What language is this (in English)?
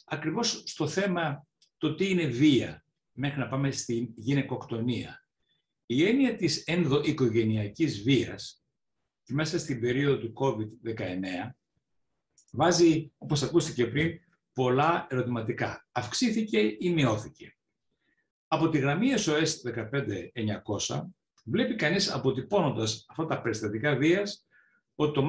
Greek